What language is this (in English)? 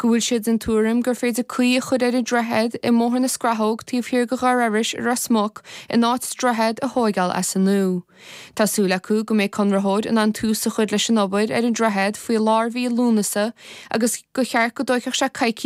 Irish